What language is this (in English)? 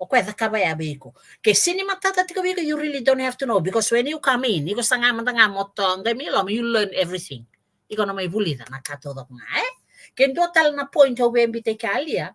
Fijian